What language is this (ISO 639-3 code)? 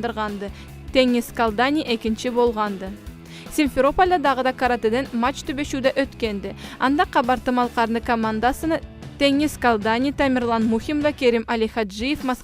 krc